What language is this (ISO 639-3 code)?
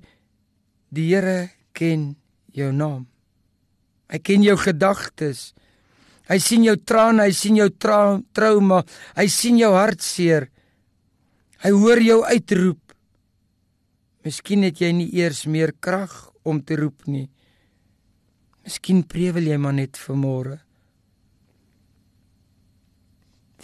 afr